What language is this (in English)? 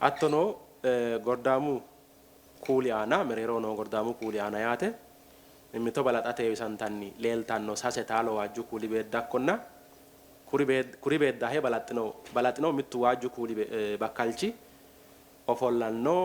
Sidamo